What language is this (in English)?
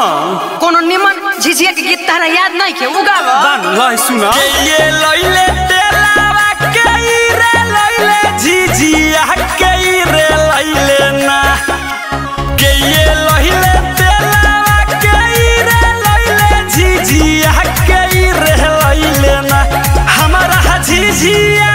Bhojpuri